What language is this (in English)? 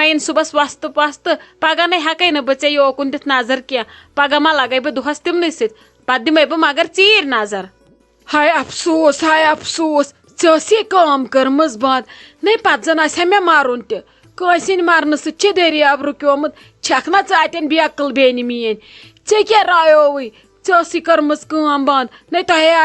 Kashmiri